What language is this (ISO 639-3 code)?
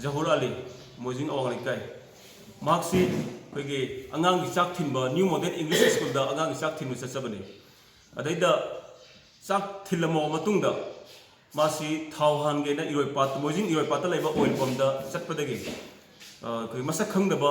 mni